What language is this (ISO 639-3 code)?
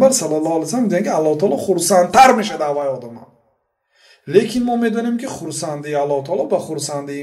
fas